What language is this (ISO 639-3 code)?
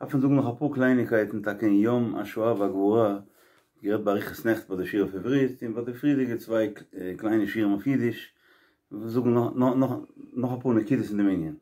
yid